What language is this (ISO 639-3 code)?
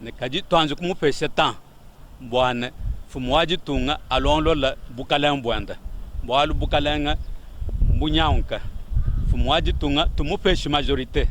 lua